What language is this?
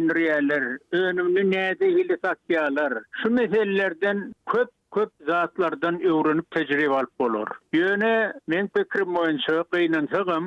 Turkmen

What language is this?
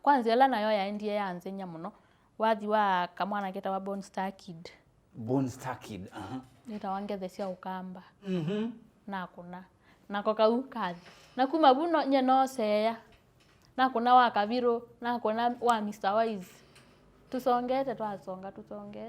Kamba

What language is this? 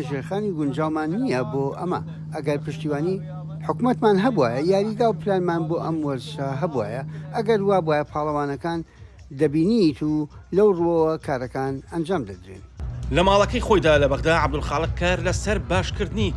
Central Kurdish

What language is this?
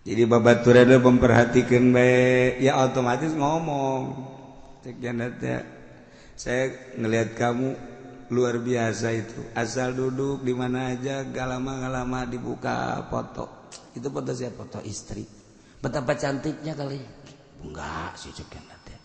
Sundanese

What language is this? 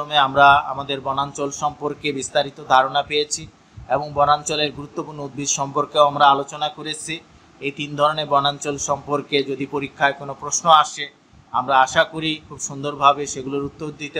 Bangla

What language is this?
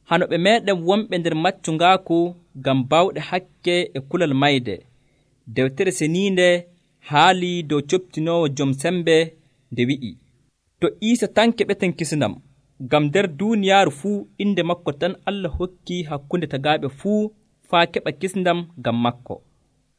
Nigerian Fulfulde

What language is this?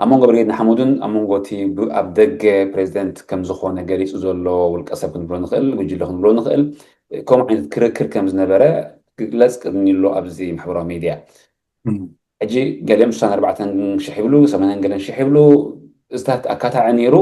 Tigrinya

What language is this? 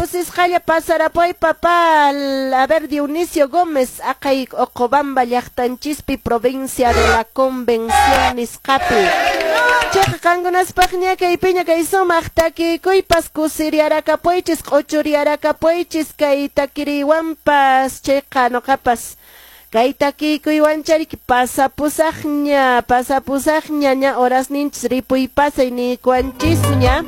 Quechua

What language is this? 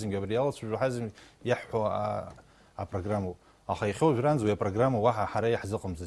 Abkhazian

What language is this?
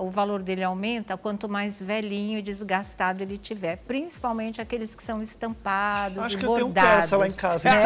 Portuguese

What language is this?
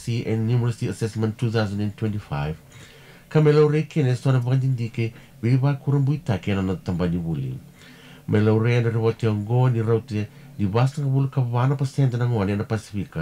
Fijian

